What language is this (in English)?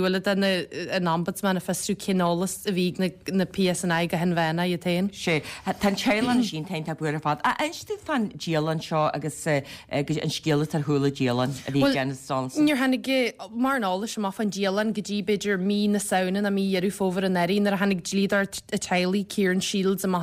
Irish